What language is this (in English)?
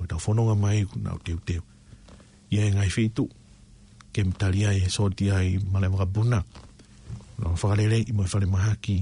Tongan